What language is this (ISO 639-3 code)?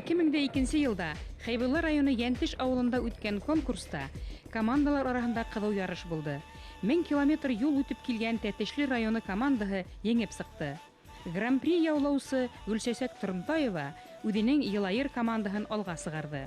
bak